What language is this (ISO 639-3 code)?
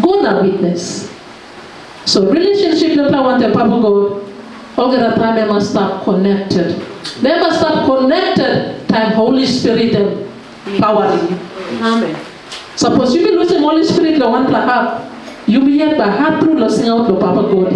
tpi